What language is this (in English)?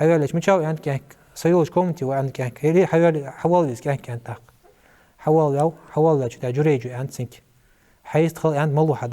Ingush